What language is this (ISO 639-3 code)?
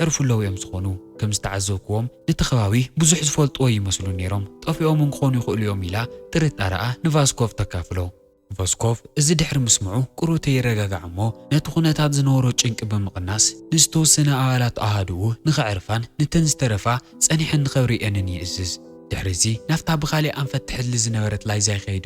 tir